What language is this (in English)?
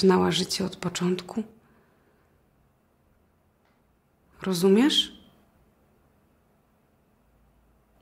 Polish